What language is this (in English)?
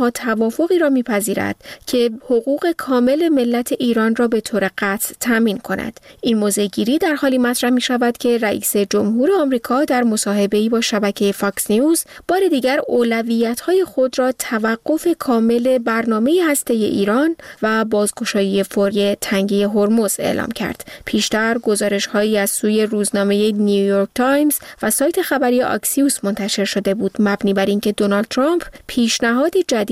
Persian